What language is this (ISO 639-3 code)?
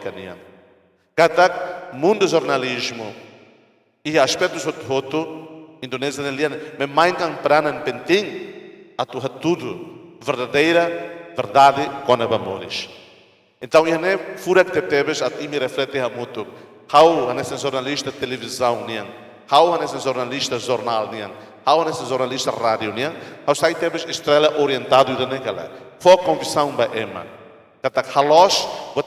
tet